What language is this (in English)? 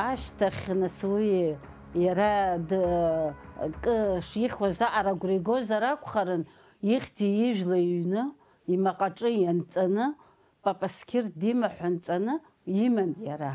Abkhazian